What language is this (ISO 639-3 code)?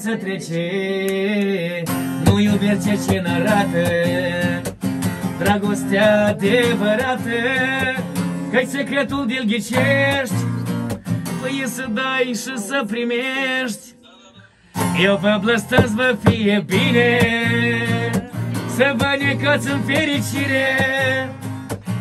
ron